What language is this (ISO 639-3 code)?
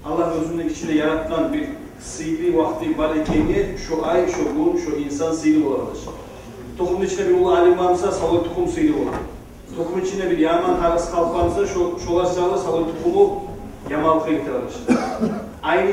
kum